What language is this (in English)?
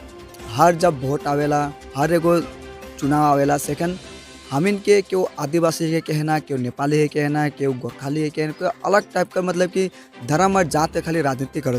Sadri